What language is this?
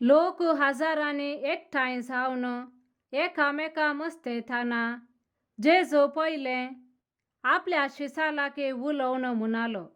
Konkani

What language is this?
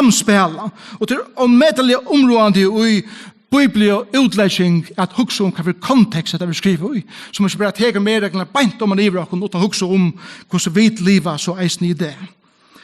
Faroese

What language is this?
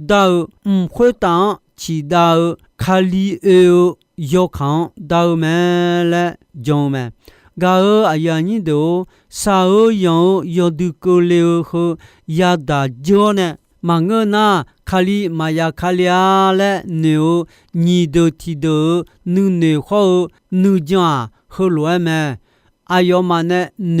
Akha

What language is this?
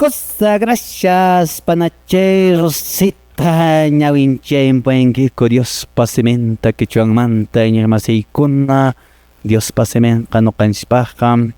Quechua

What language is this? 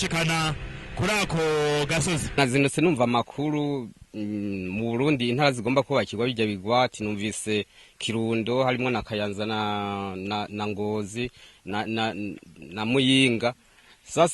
Rundi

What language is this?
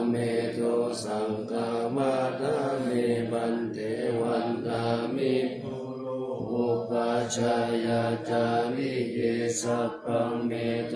Pali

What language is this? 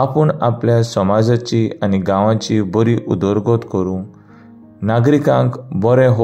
Konkani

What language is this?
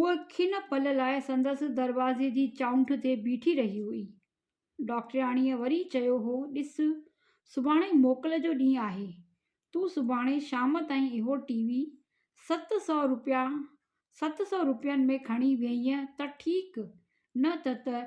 Sindhi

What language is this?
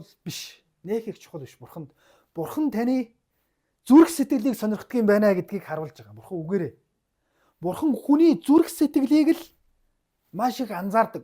Mongolian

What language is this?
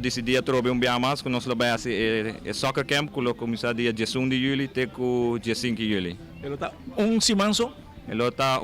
Papiamento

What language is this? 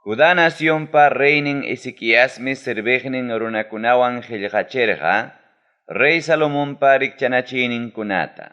Ayacucho Quechua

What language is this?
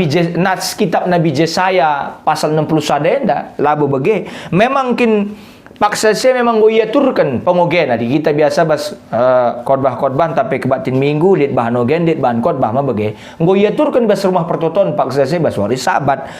Batak Karo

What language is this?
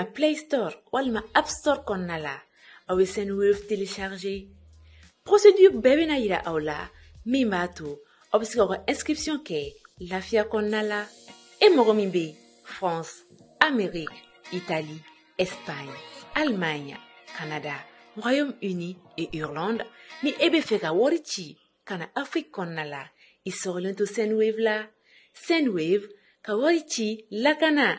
Bambara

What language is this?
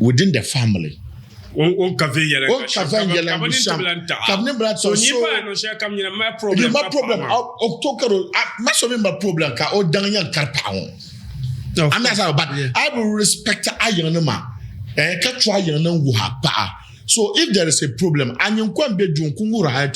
Dagbani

